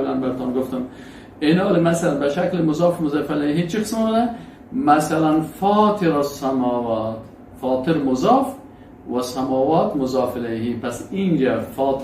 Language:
Persian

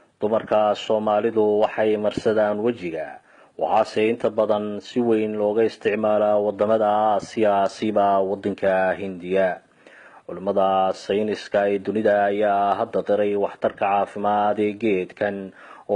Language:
Somali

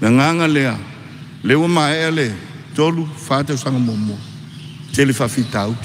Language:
Samoan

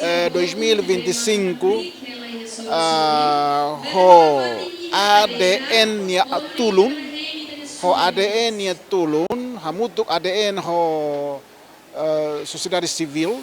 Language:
Tetum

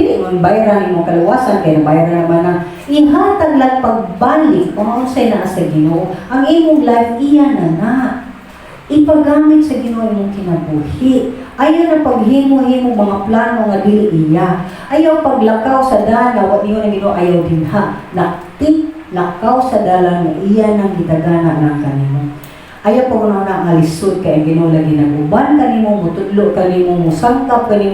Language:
Cebuano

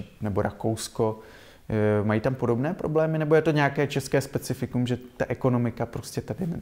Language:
Czech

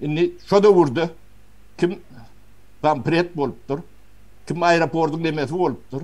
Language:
Turkmen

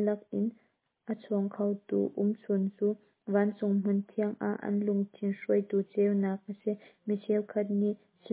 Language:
Hakha Chin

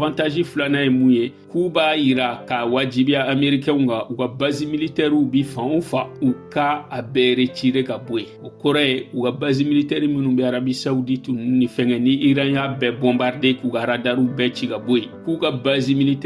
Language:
Bambara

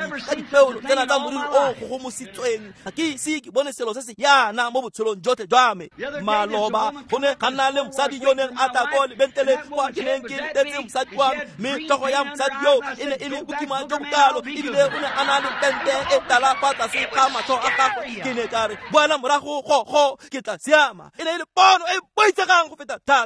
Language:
Tswana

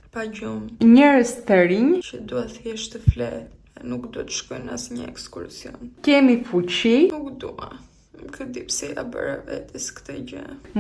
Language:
Albanian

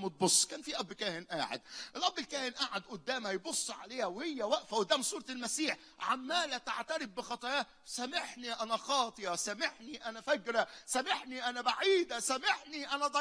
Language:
Egyptian Arabic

